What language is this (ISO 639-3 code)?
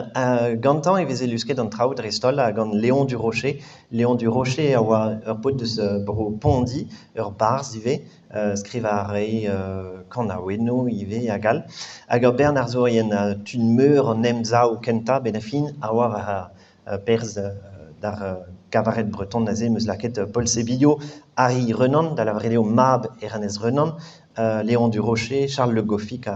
bre